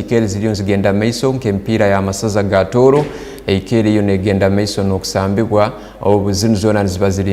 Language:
Tooro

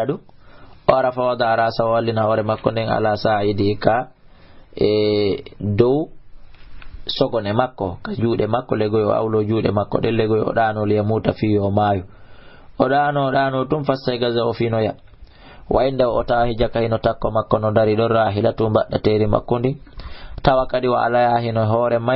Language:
Fula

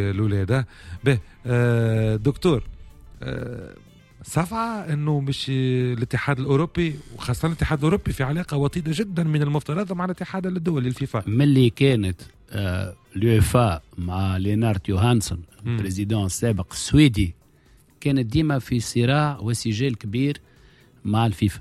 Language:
Tunisian Arabic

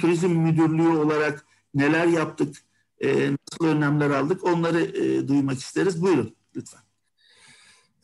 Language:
Turkish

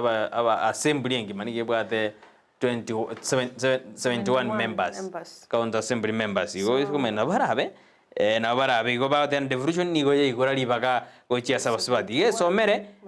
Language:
Gusii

